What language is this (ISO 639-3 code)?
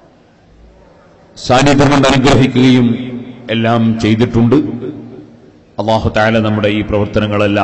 mal